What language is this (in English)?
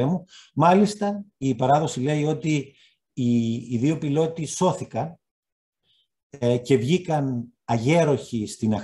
Greek